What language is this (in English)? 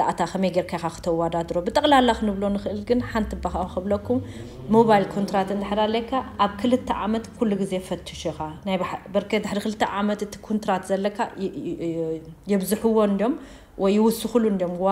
Tigrinya